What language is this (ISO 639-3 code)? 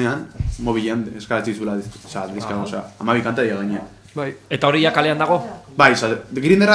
eus